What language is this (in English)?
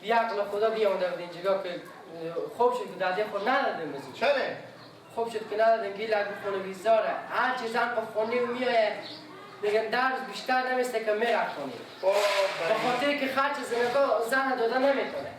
Persian